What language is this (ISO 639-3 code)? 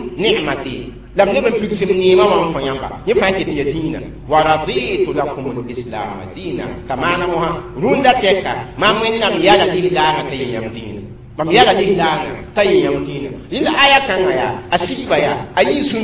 mos